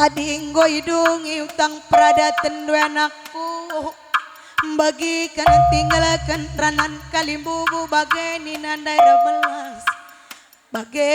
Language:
Batak Karo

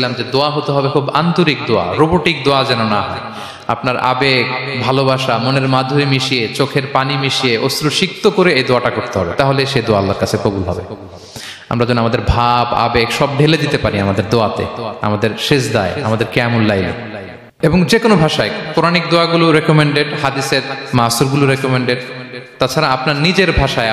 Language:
Bangla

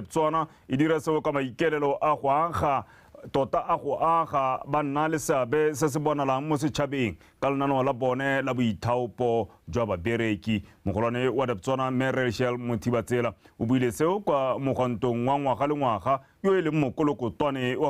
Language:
Tswana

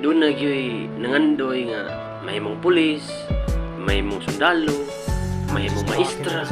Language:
Cebuano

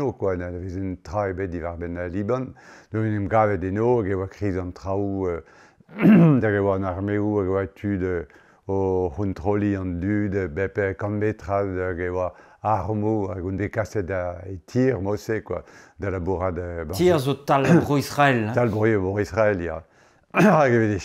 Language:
Breton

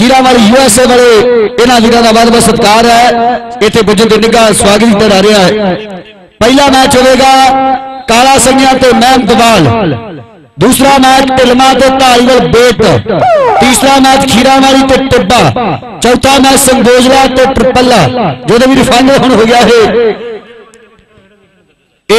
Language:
Punjabi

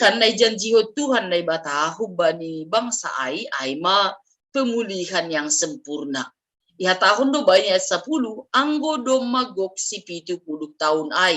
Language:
Batak Simalungun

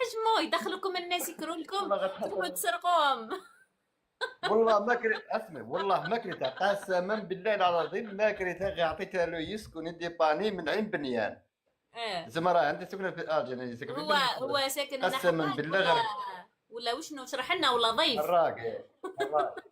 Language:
Algerian Arabic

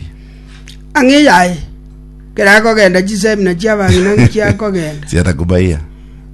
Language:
Gusii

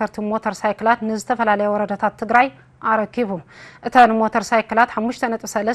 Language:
Tigrinya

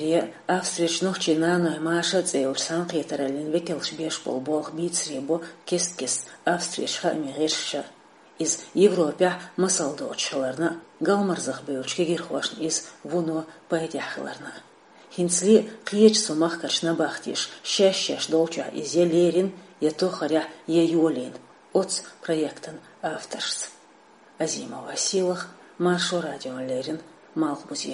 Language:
Chechen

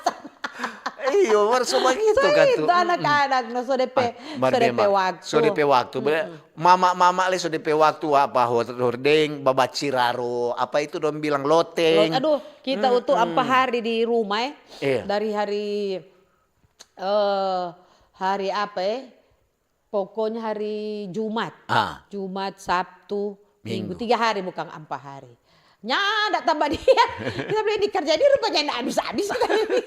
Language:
Manado Malay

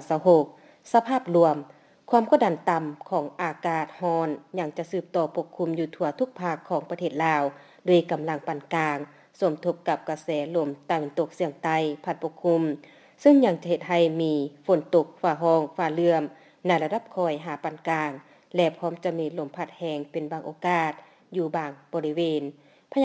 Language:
Lao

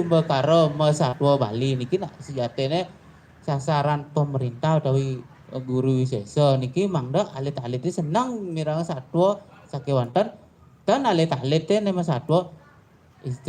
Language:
Balinese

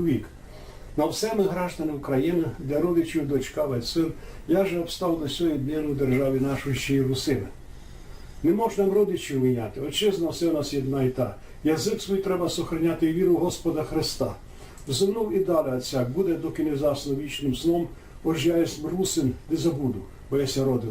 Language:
Rusyn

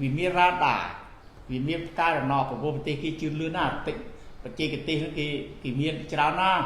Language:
Khmer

